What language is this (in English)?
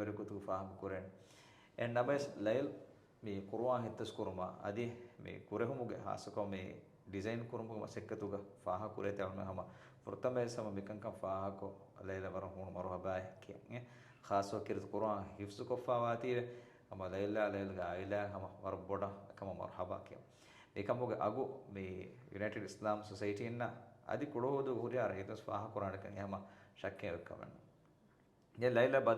Divehi